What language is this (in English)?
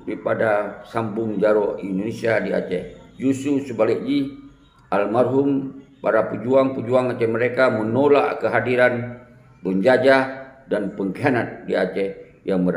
Achinese